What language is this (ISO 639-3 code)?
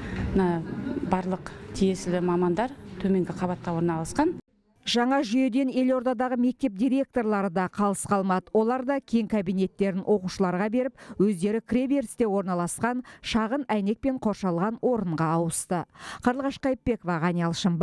kaz